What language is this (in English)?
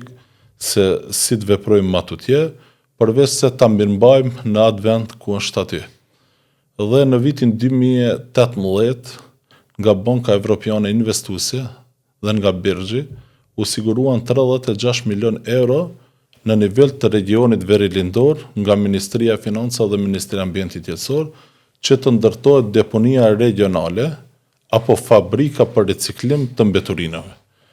Albanian